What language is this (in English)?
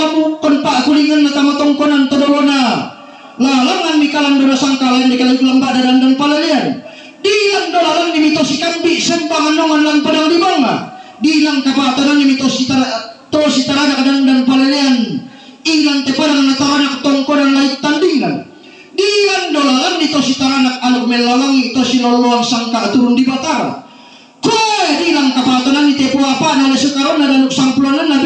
Toraja-Sa'dan